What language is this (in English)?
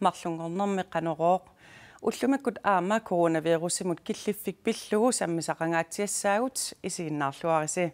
Kalaallisut